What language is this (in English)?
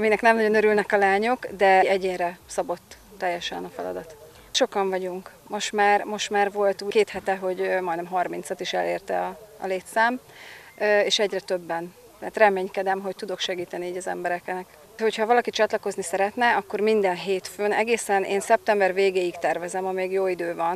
Hungarian